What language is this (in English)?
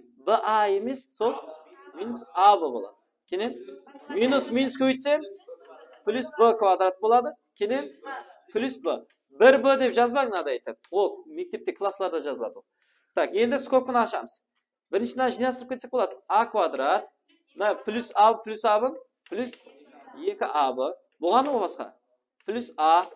Kara-Kalpak